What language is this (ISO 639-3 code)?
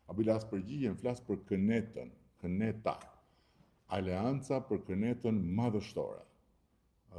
sqi